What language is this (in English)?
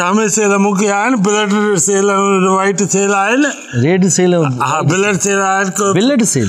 Sindhi